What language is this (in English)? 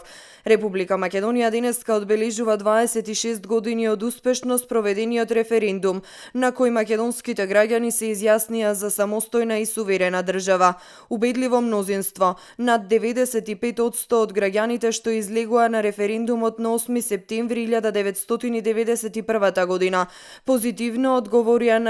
Macedonian